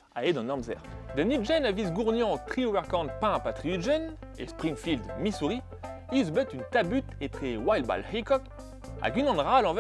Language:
Breton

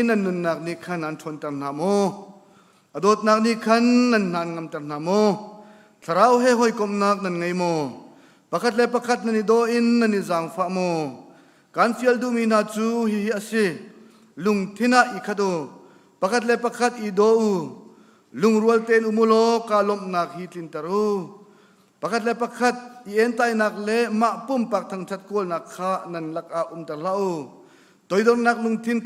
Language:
Hakha Chin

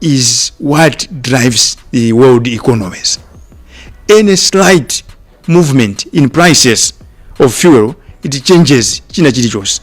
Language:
Nyanja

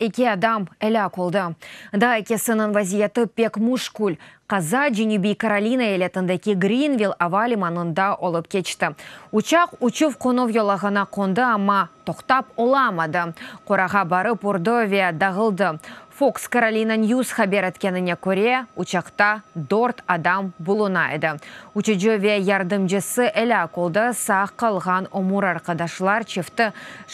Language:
Crimean Tatar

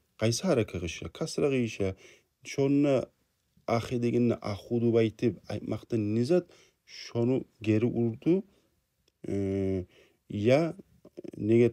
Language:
Kumyk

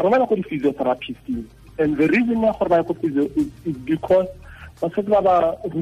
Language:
Tswana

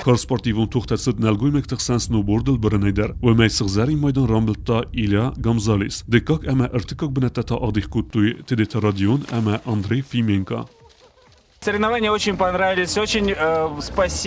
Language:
Ossetic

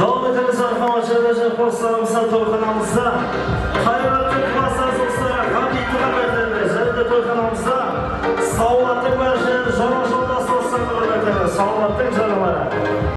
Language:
Kara-Kalpak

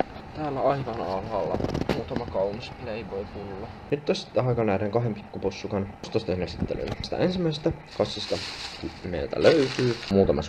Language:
Finnish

